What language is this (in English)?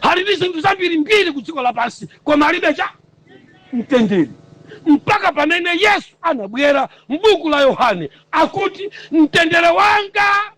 Nyanja